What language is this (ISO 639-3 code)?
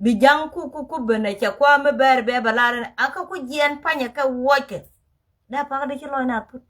nus